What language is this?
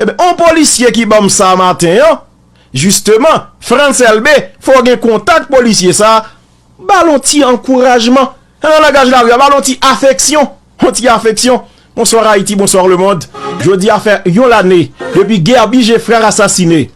Haitian Creole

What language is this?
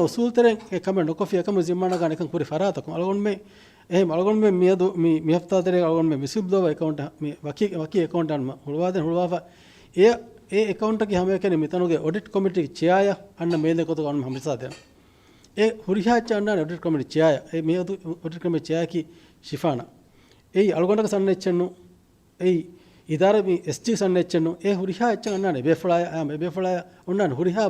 Divehi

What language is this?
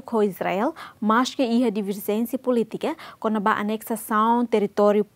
Tetum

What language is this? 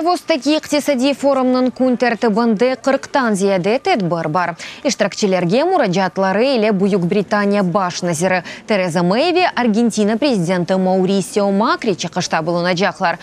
Crimean Tatar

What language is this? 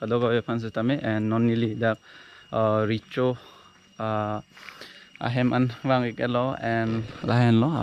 Karbi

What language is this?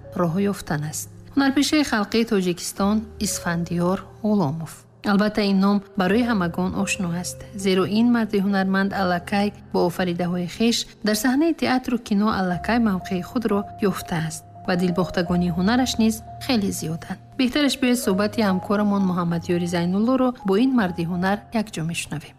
Tajik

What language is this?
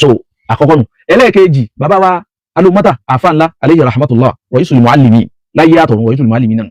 Yoruba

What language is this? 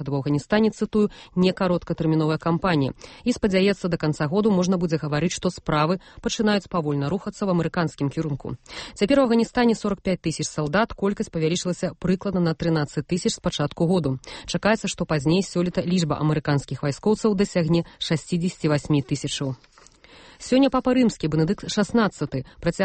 Belarusian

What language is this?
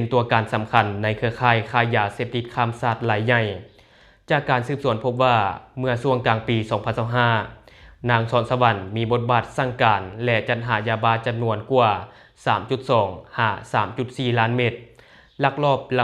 Lao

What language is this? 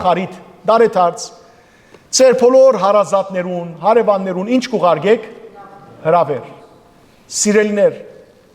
Western Armenian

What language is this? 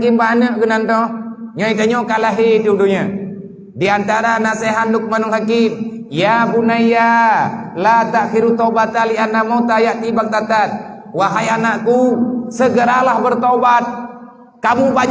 Achinese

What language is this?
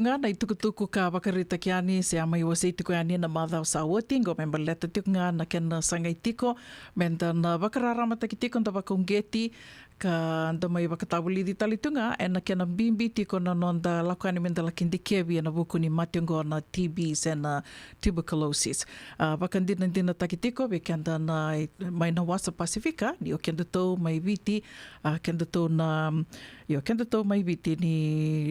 Fijian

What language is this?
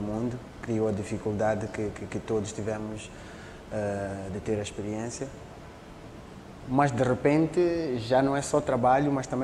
Portuguese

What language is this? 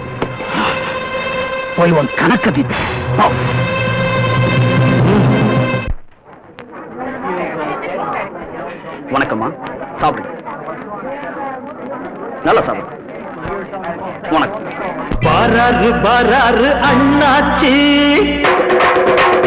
Tamil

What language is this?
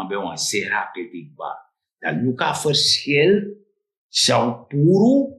Sranan Tongo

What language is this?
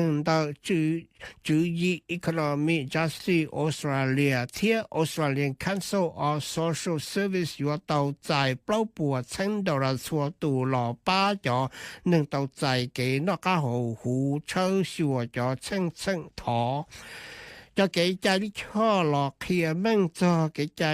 Hmong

